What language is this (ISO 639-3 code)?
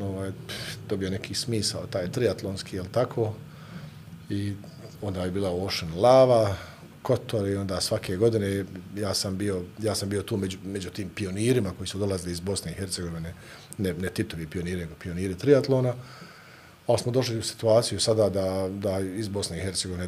bos